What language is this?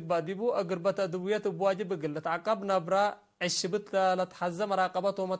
Tigre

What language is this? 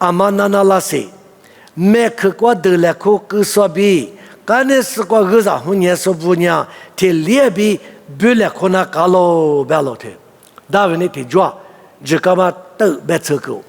Lisu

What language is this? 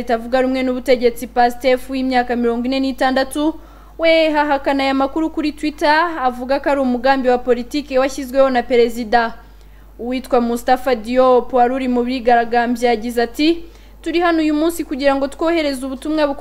Kinyarwanda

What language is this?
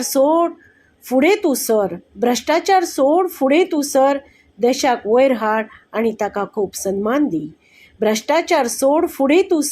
Konkani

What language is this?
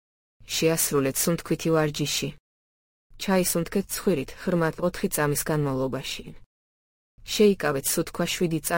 Georgian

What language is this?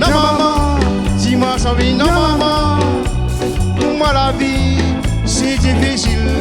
Réunion Creole French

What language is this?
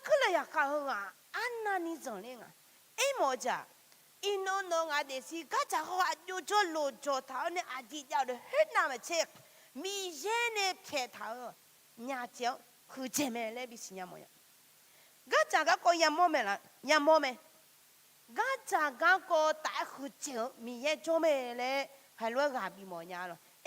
Akha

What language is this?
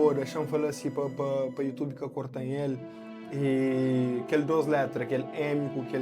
Kabuverdianu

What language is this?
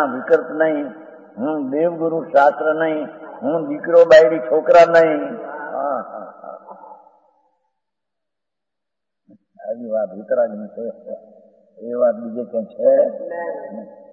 Gujarati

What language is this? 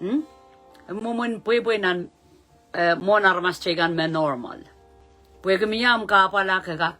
Pohnpeian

